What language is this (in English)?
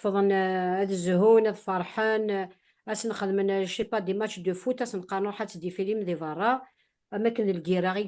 Kabyle